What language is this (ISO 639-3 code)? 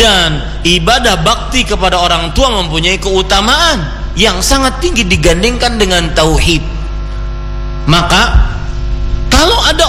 ind